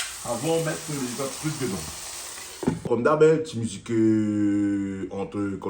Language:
Réunion Creole French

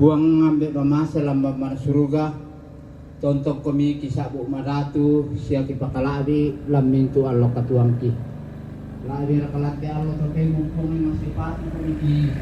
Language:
Toraja-Sa'dan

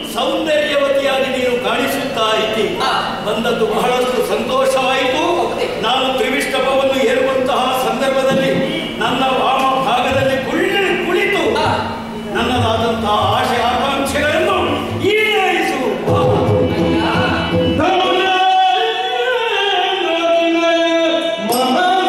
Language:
Kannada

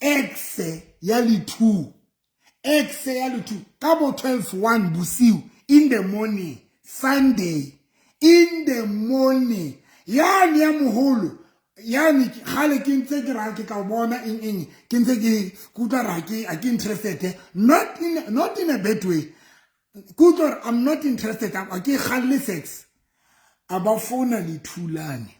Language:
Southern Sotho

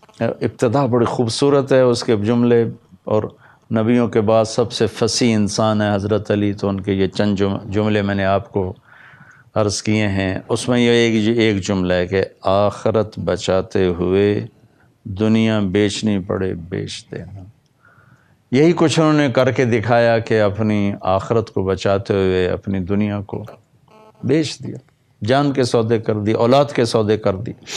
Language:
Urdu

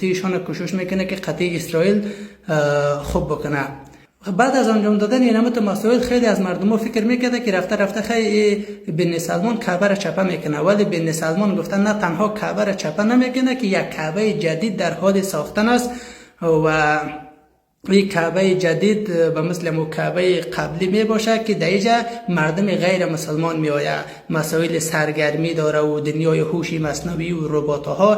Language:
Persian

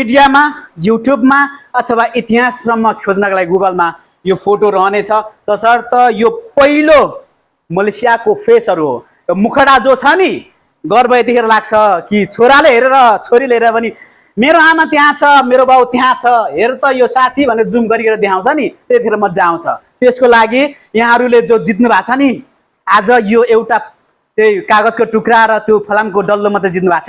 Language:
Nepali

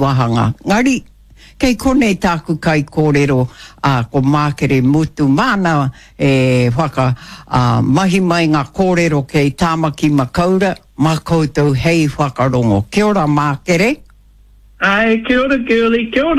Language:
Māori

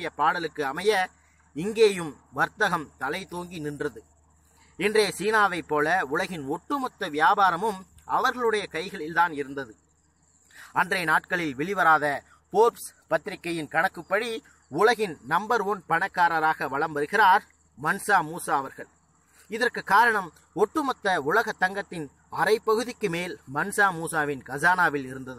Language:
Tamil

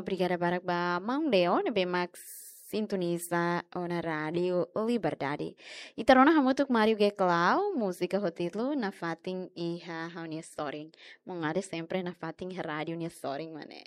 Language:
Tetum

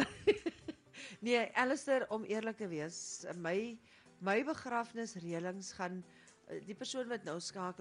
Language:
Afrikaans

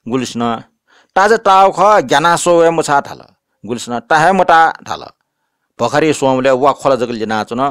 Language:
Newari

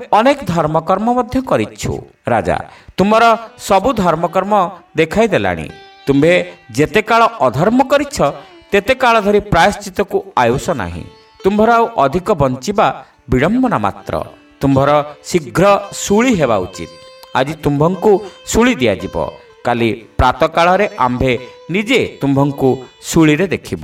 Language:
Odia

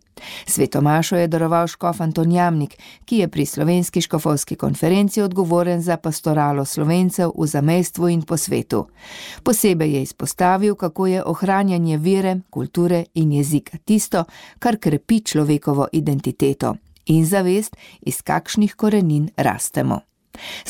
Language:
Slovenian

